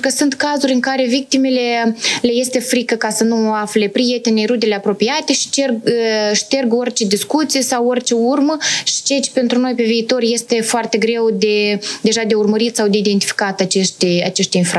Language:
Romanian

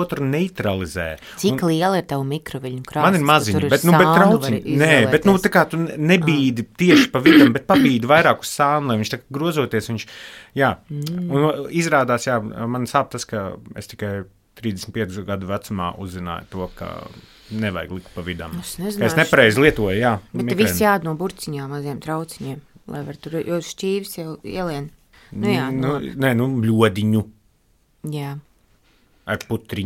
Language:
Latvian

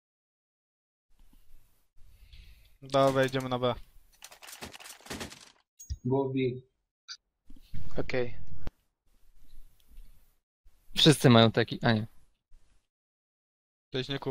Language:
Polish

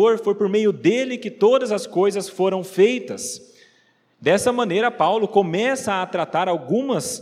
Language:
Portuguese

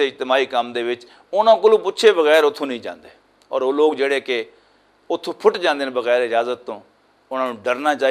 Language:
Western Panjabi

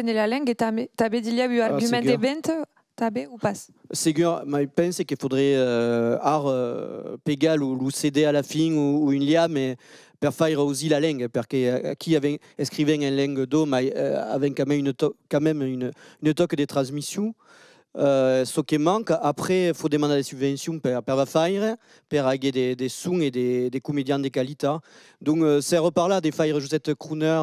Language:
Occitan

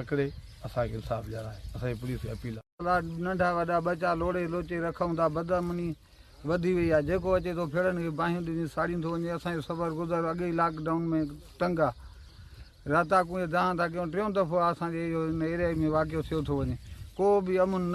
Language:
Sindhi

